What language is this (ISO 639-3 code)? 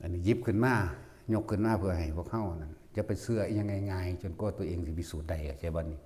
lao